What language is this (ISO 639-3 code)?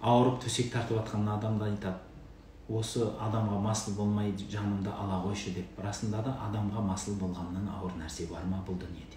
kaz